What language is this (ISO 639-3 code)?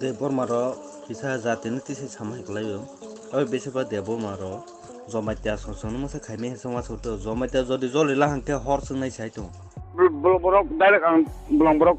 trp